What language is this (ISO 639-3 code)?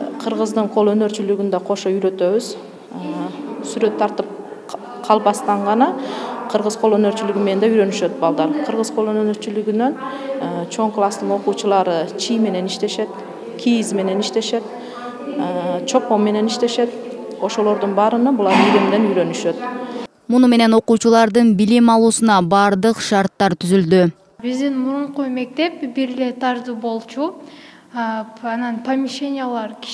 kir